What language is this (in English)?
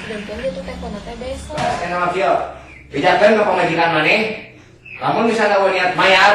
Sundanese